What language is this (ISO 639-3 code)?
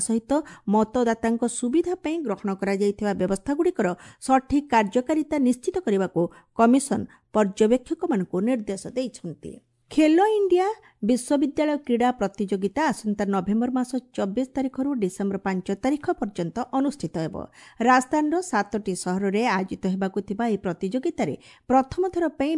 ori